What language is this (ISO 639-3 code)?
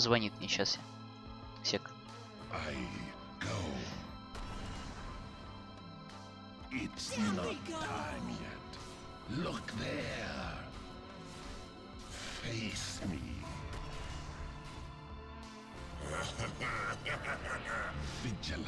rus